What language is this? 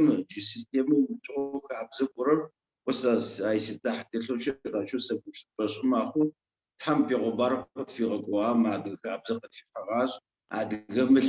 Adyghe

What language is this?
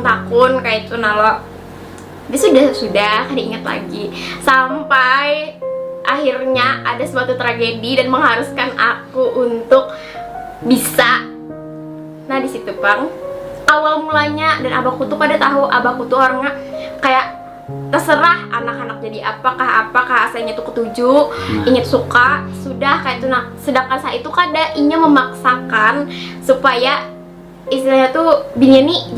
Banjar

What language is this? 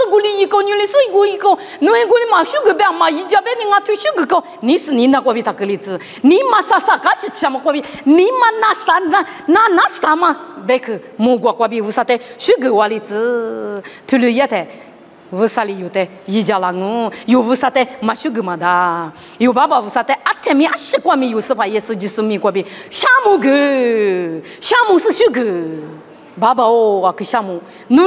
Lisu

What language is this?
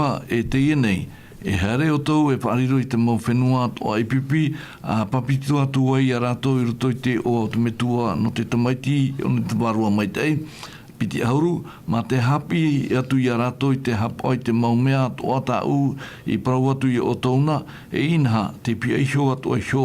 Tahitian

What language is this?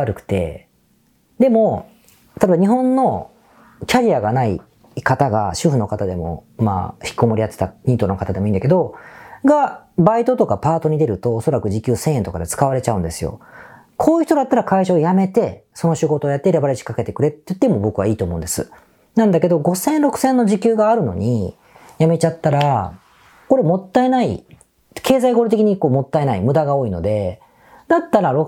Japanese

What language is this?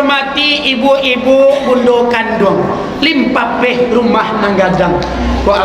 Minangkabau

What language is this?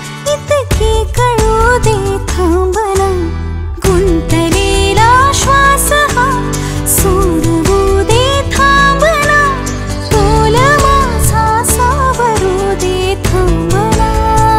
Marathi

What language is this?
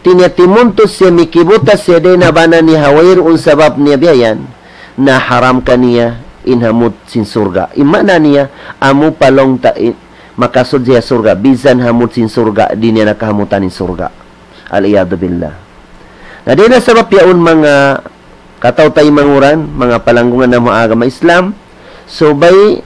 Tausug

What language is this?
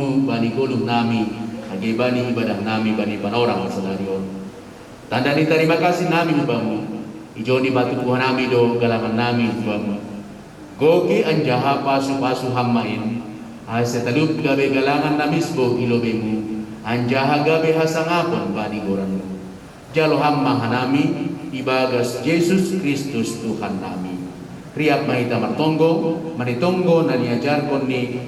Batak Simalungun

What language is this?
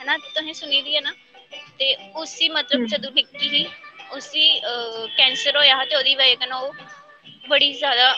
Dogri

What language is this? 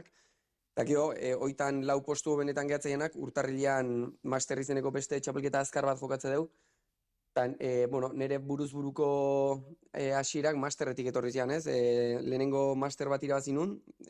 Basque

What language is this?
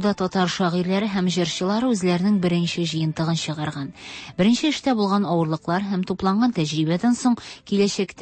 Tatar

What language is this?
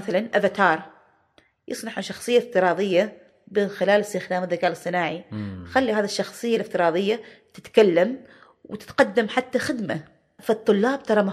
Gulf Arabic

